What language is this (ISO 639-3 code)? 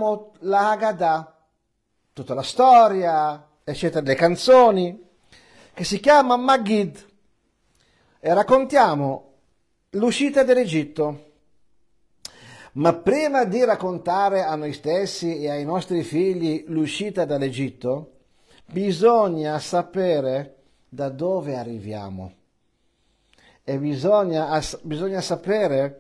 ita